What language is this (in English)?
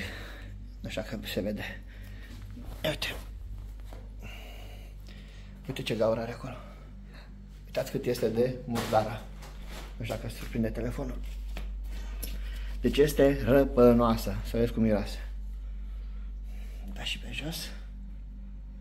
Romanian